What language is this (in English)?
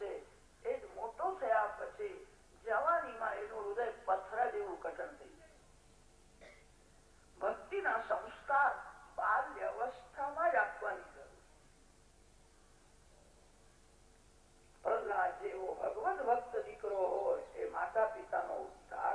Gujarati